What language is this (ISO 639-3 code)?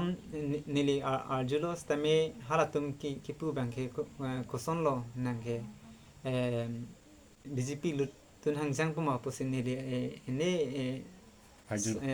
mjw